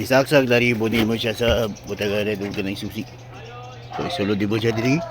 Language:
Cebuano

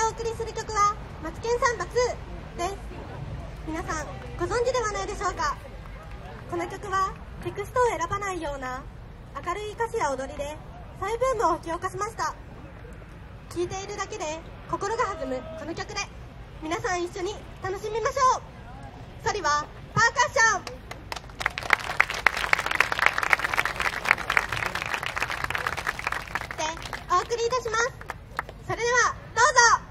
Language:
Japanese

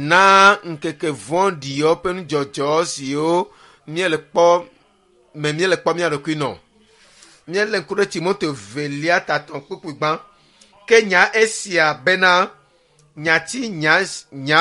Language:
Ewe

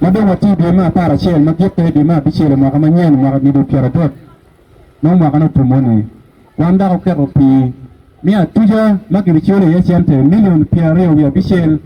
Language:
Acoli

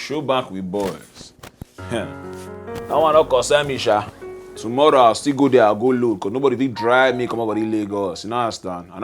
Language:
Nigerian Pidgin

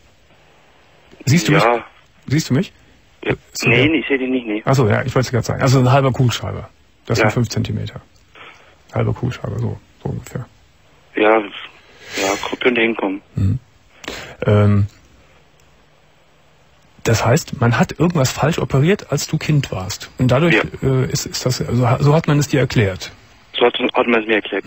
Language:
German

